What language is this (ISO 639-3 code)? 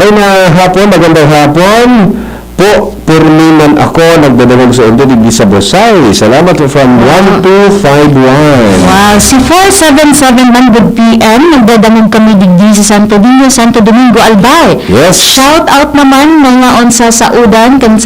bik